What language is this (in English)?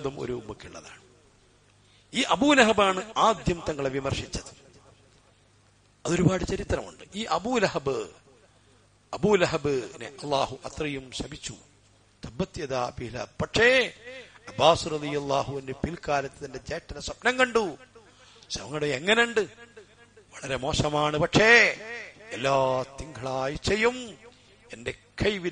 Malayalam